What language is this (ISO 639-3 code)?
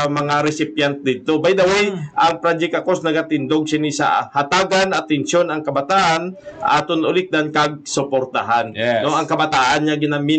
hil